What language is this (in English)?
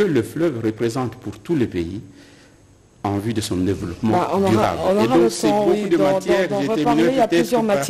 French